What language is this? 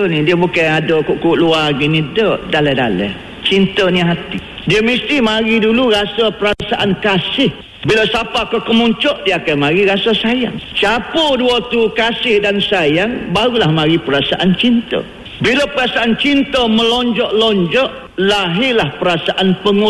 Malay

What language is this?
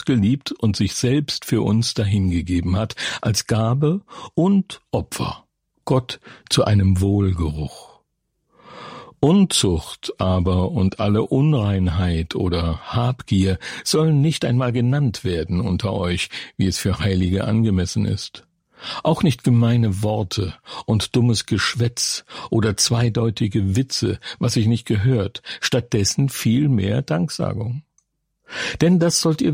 German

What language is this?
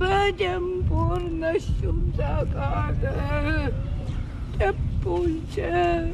Chuvash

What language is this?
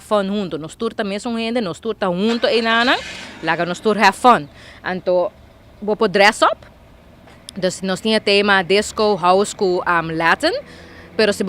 Papiamento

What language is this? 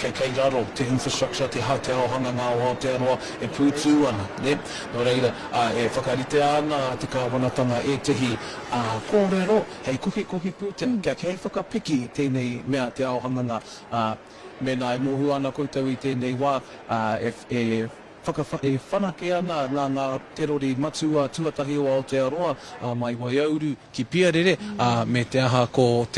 Māori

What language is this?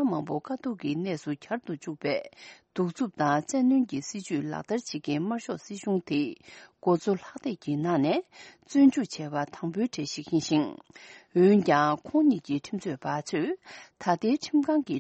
Tibetan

